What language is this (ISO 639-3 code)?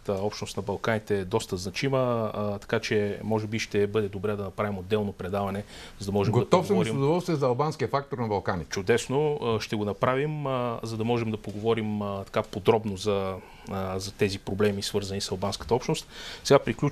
bul